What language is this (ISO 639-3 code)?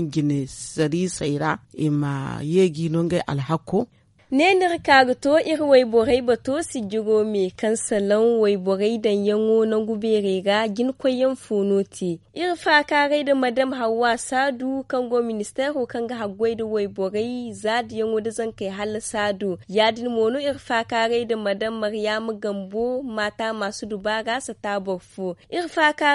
dje